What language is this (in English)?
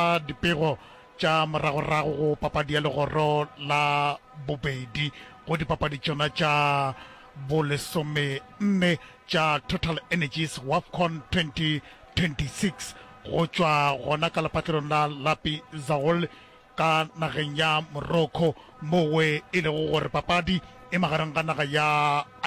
Northern Sotho